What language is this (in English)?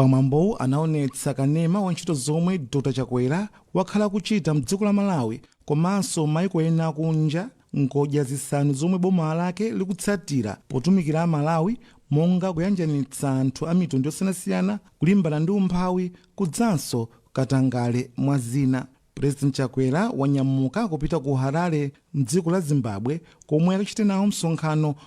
Nyanja